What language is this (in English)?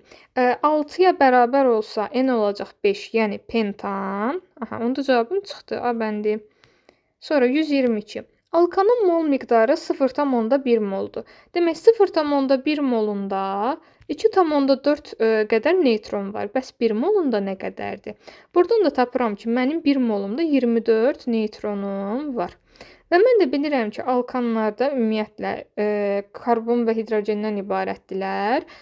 Azerbaijani